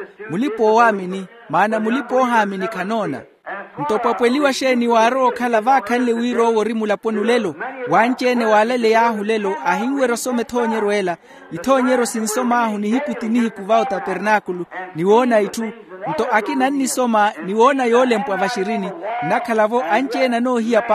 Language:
Makhuwa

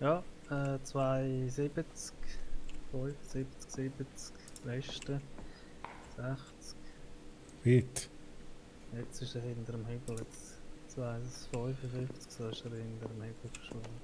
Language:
Swiss German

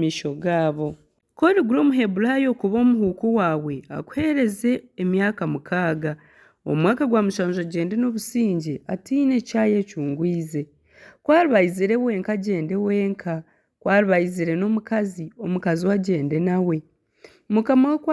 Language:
Nyankole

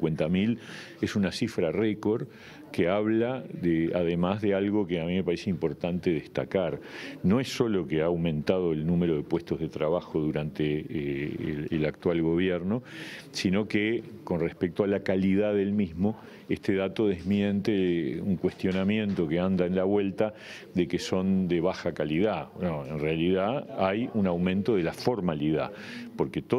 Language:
Spanish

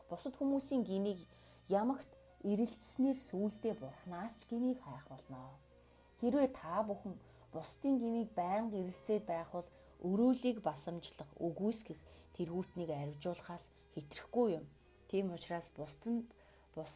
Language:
Mongolian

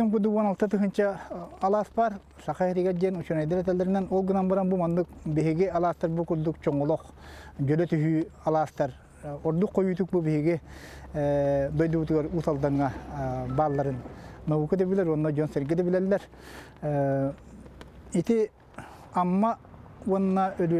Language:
Yakut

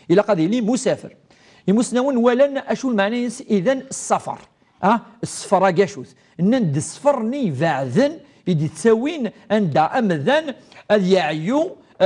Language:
Kabyle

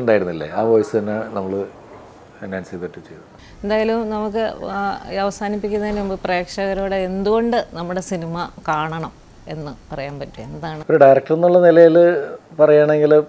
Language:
Malayalam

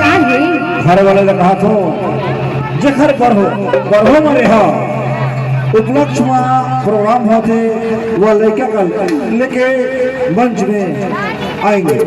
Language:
Chhattisgarhi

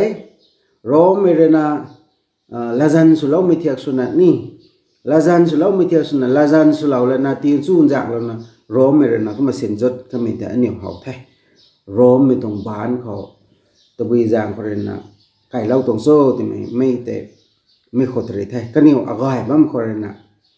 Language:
Rongmei Naga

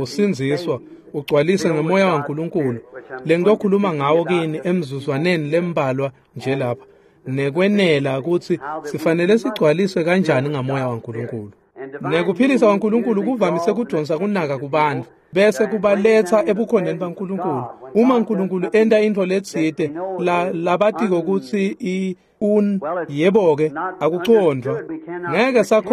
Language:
Swati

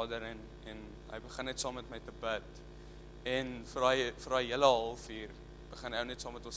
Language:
Afrikaans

